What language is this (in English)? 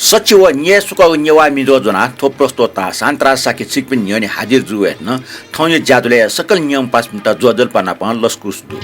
Newari